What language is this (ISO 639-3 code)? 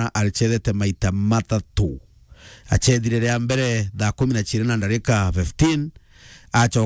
mer